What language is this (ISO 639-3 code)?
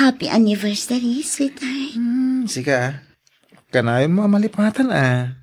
ilo